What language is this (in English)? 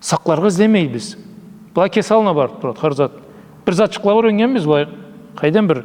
Karachay-Balkar